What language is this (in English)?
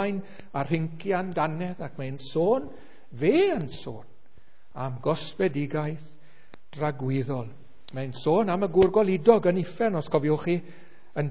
Welsh